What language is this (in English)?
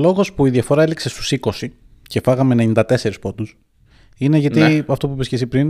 Greek